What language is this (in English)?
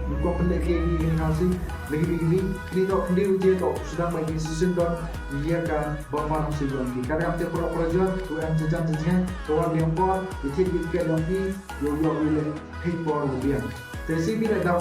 Khasi